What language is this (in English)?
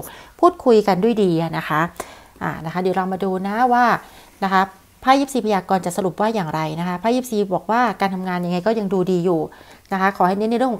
Thai